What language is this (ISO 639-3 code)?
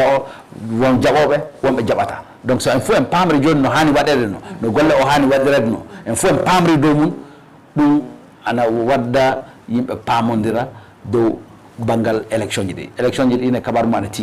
ful